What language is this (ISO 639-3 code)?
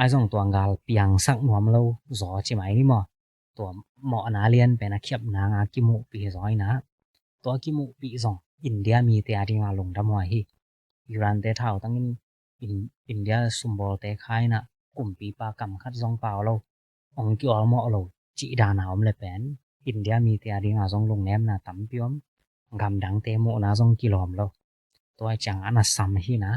ctd